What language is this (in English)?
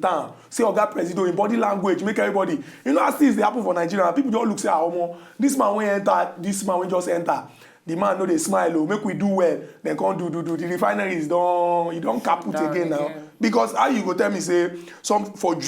Nigerian Pidgin